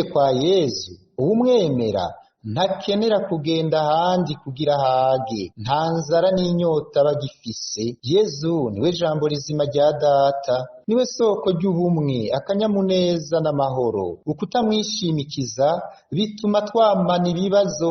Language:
Rundi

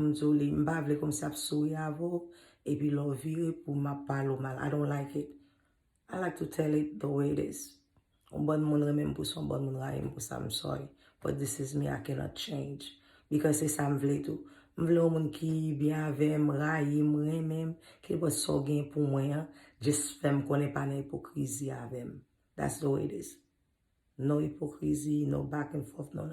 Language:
Haitian Creole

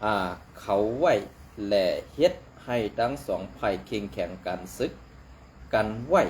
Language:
Shan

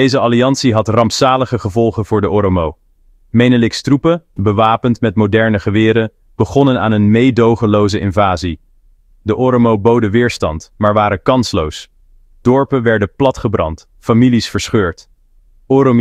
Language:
Dutch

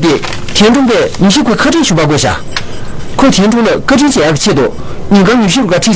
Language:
Tibetan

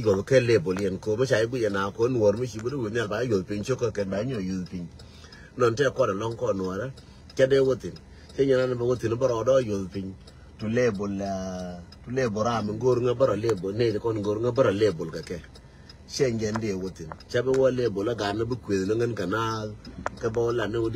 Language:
Nuer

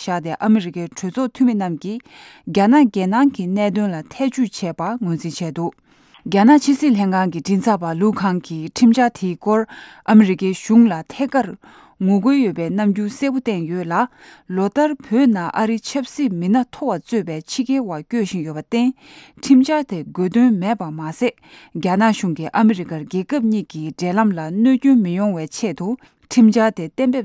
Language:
Tibetan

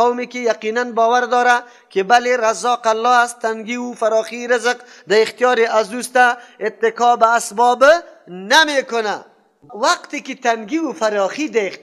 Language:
Persian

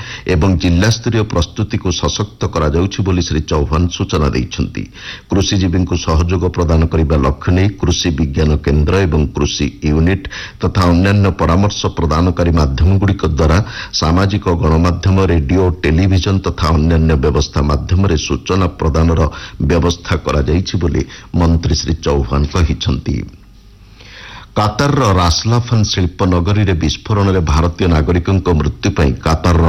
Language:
Odia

